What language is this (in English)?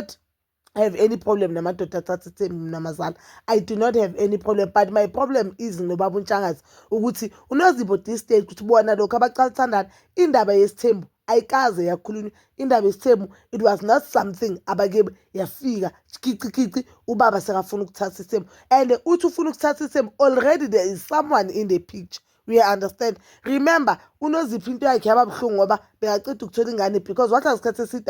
Zulu